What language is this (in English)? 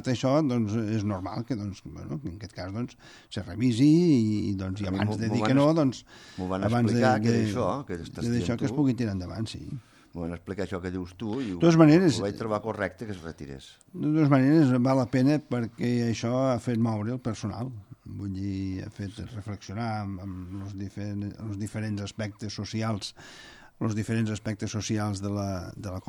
Catalan